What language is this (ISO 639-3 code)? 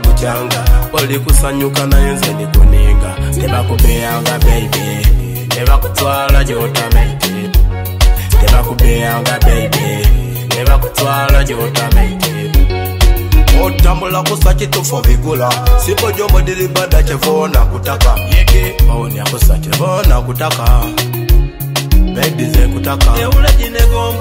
swa